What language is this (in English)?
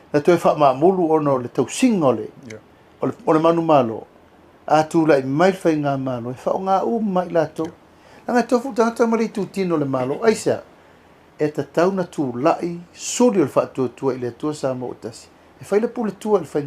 Samoan